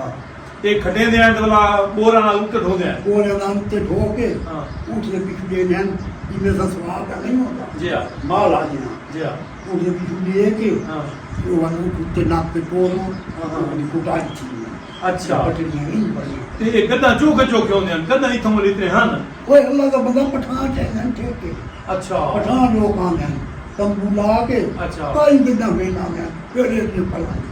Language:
Saraiki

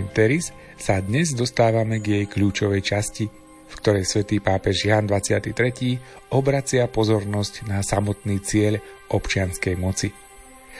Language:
Slovak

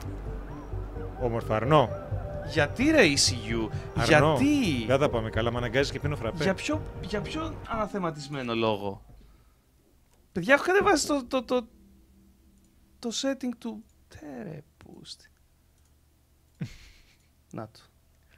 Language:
Greek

